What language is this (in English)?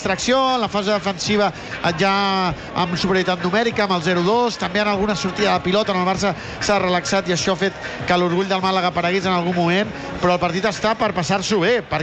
Catalan